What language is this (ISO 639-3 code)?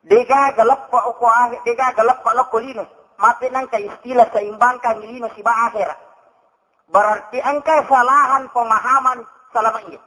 bug